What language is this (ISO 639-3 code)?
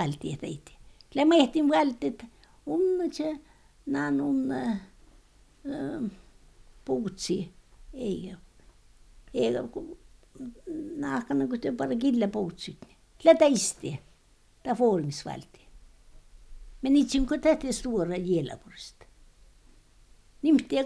fit